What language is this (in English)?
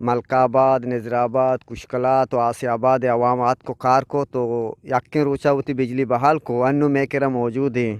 Eastern Balochi